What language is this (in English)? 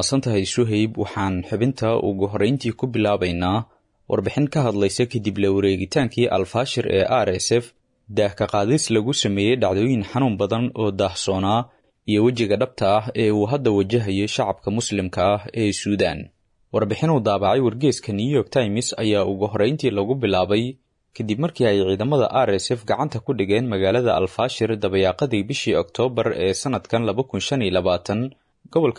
Somali